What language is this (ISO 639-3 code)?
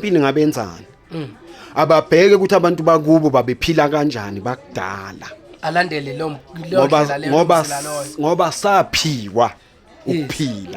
zul